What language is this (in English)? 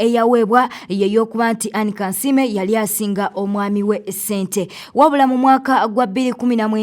Ganda